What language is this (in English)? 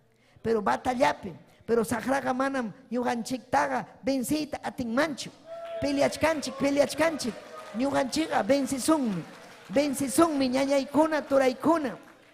Ayacucho Quechua